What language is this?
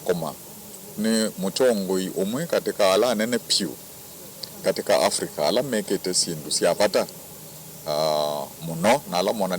Kamba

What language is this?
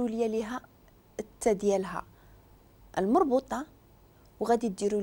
Moroccan Arabic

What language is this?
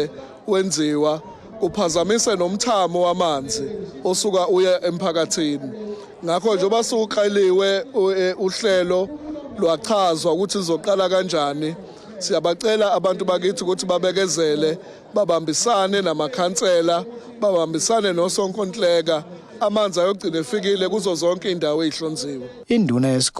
Zulu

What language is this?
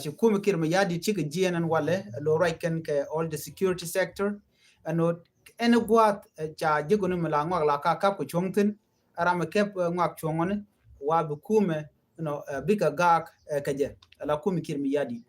Nuer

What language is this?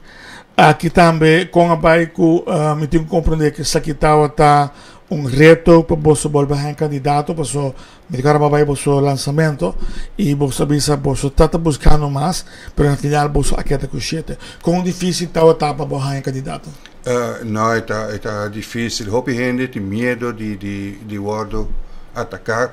Papiamento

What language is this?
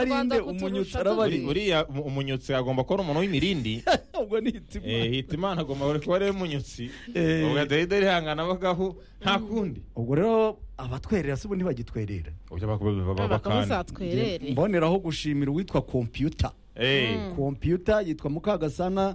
Kinyarwanda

